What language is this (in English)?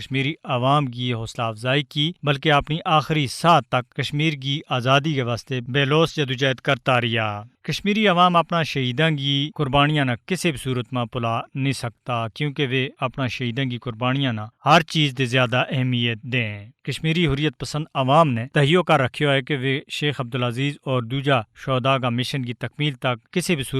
Gujari